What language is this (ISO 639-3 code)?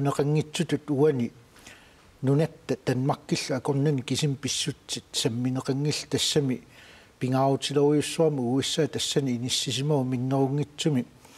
kal